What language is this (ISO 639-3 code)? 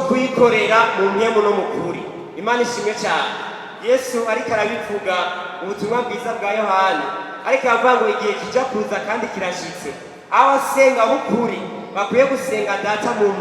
run